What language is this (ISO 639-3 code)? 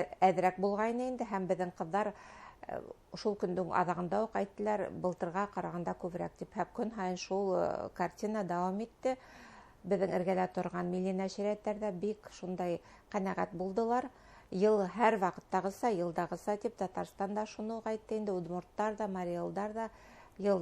bak